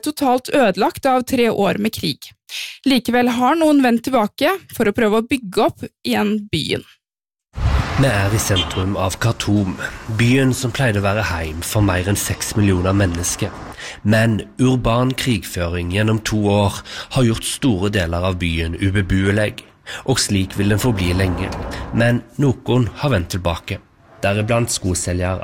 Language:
Norwegian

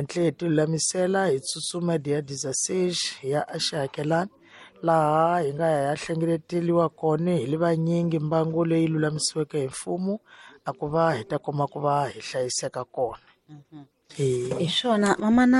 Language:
Tsonga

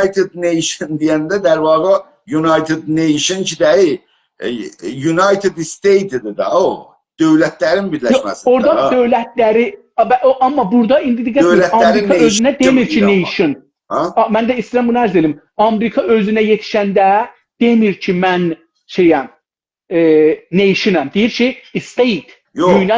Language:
South Azerbaijani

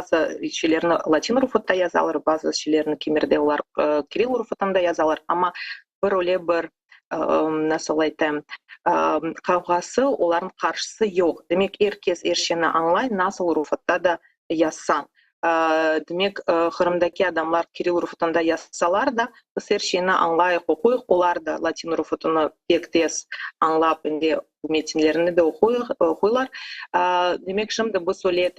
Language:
Crimean Tatar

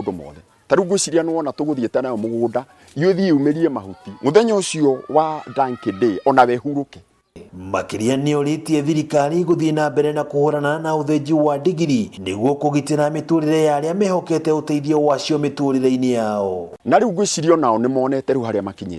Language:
Kikuyu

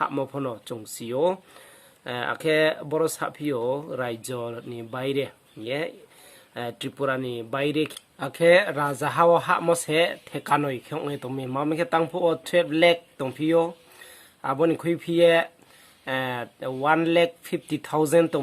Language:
Riang (India)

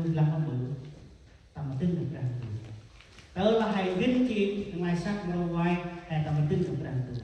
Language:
Central Mnong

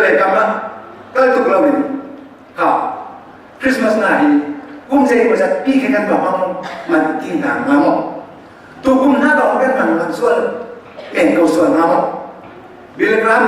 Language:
Hakha Chin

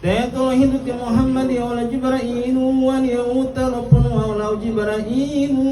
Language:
Gorontalo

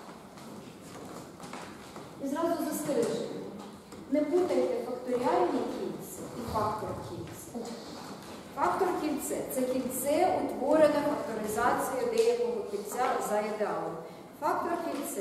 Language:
Ukrainian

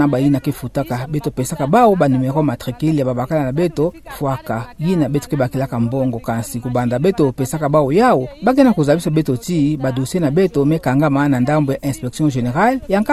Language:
Kituba (Democratic Republic of Congo)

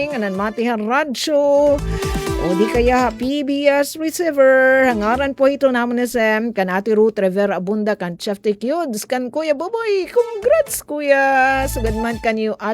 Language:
Waray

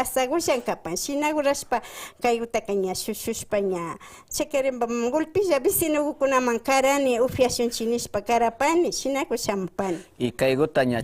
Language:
Imbabura Highland Quichua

